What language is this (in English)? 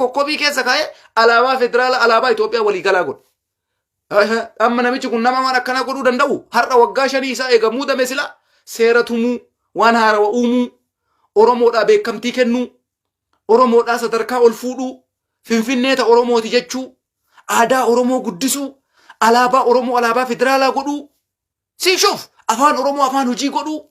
Oromo